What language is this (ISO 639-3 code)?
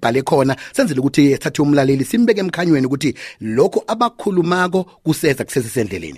nbl